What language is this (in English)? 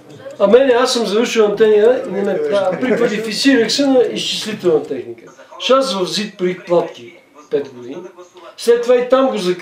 Bulgarian